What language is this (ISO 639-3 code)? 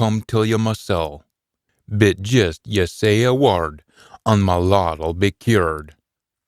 sco